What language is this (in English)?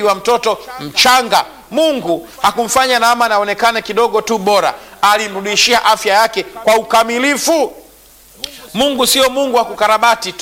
Swahili